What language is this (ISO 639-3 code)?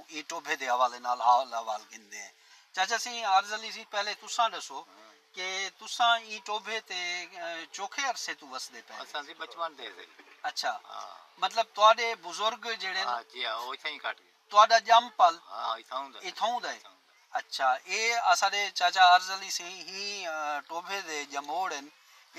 skr